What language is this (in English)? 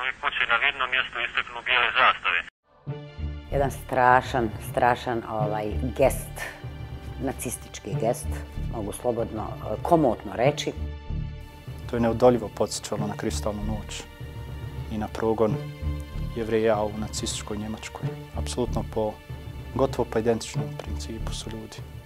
Bosnian